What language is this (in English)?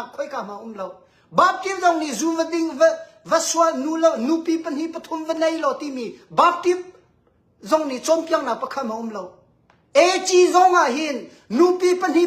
Hakha Chin